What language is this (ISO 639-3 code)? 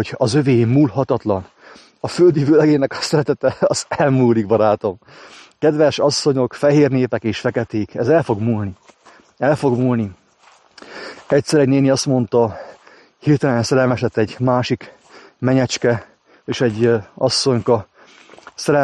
hun